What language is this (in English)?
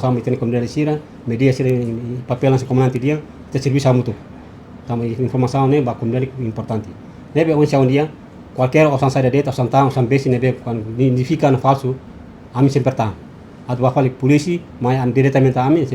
Tetum